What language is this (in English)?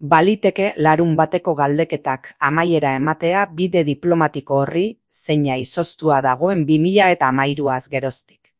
Basque